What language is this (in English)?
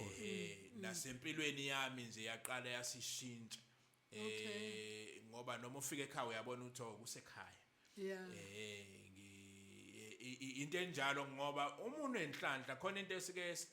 Zulu